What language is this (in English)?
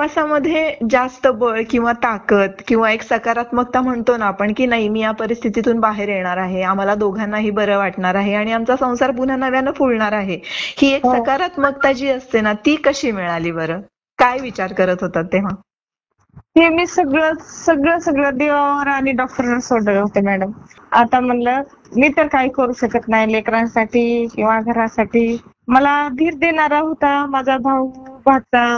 Marathi